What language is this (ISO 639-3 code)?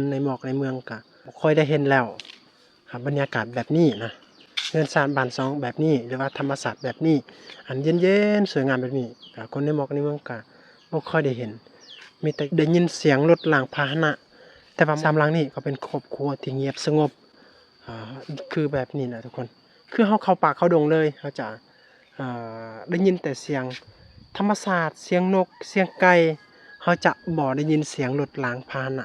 lao